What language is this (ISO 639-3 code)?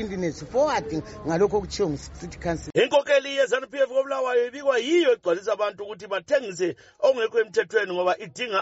nde